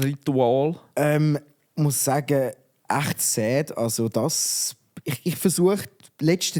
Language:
Swiss German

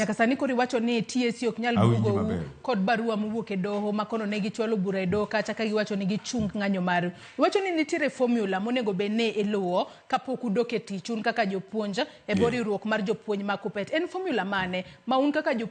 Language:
Luo (Kenya and Tanzania)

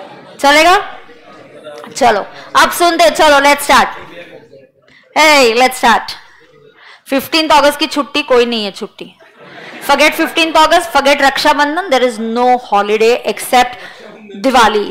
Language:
Hindi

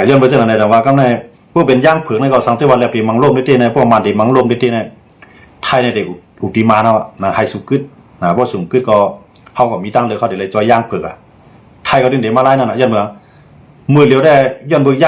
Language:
Shan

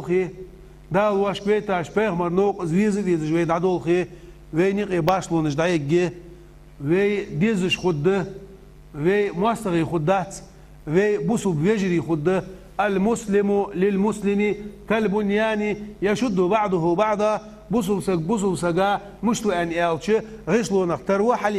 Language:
Ingush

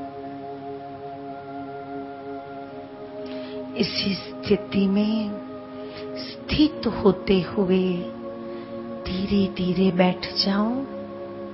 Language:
Hindi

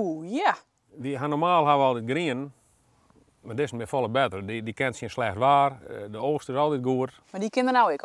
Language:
Western Frisian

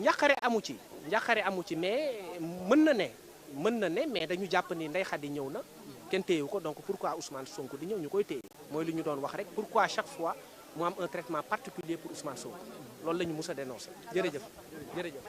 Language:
Wolof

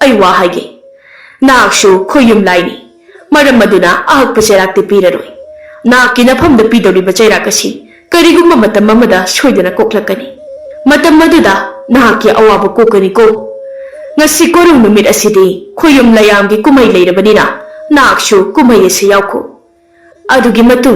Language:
Manipuri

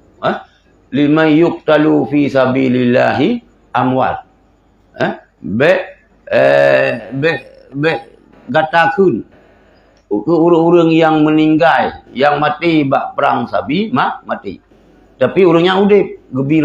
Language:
Achinese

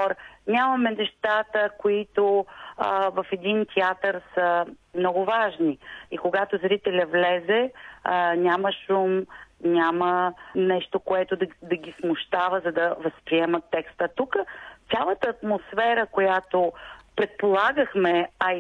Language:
Bulgarian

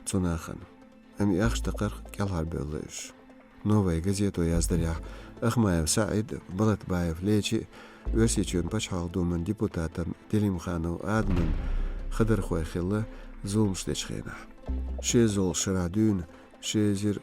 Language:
Chechen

